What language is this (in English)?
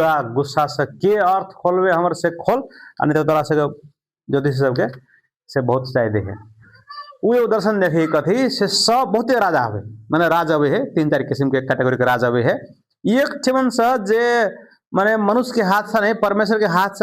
Maithili